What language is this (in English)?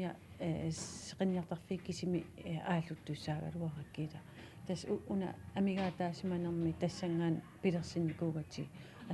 Kalaallisut